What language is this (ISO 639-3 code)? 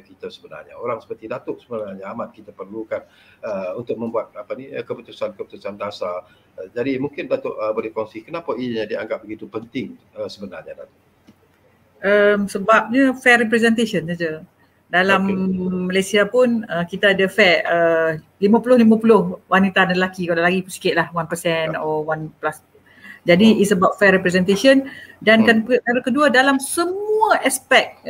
msa